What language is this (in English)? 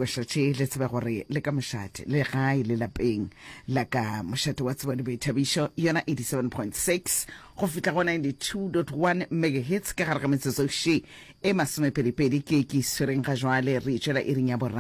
Northern Sotho